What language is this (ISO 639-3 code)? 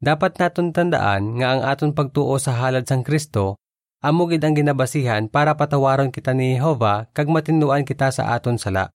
hil